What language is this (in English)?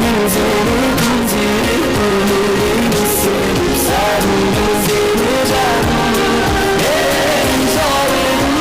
Kara-Kalpak